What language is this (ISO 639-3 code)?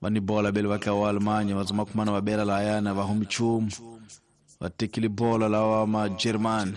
tso